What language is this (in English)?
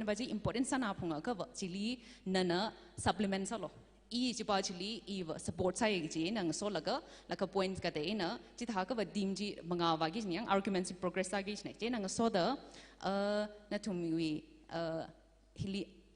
Tangkhul Naga (India)